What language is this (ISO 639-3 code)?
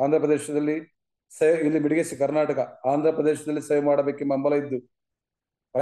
kan